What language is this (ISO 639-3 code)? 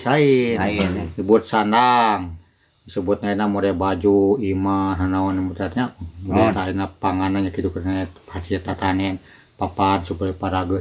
sun